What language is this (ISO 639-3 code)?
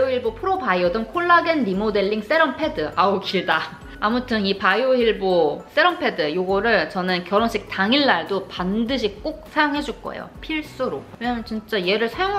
kor